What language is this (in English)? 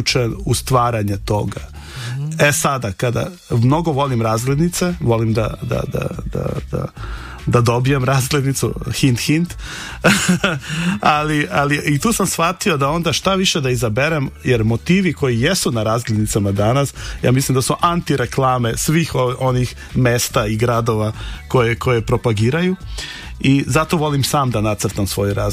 Serbian